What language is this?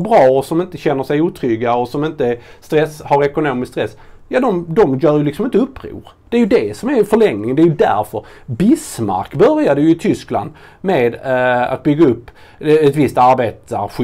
Swedish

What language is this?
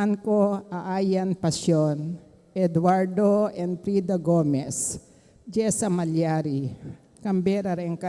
Pampanga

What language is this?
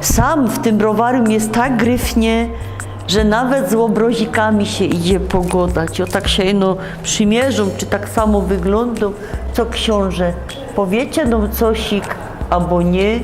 Silesian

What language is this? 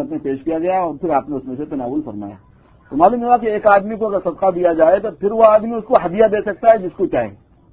Urdu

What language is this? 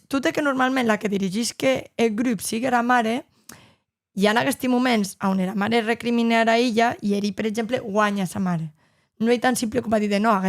Occitan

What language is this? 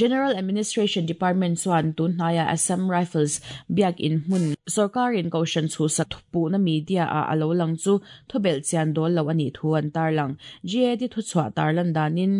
Mizo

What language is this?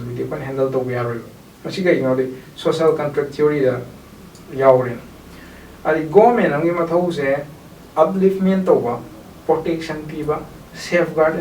Manipuri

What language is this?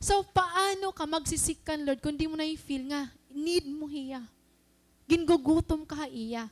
Waray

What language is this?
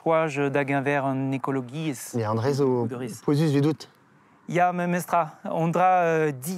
Breton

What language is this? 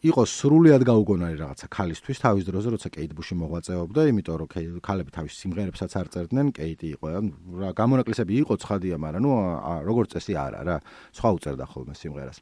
Georgian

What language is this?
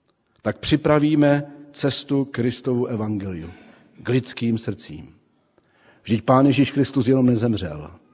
Czech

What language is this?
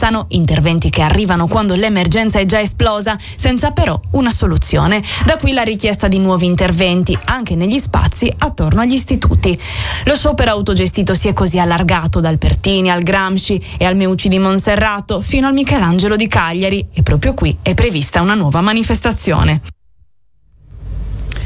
Italian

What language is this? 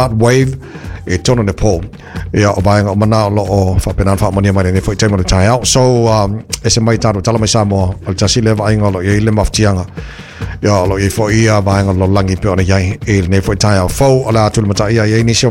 Samoan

